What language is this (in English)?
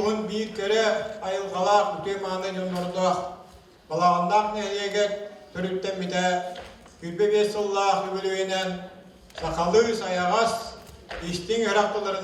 Yakut